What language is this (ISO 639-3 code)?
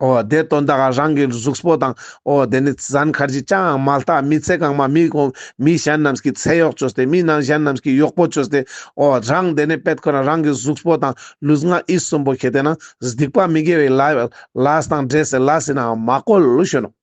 lbj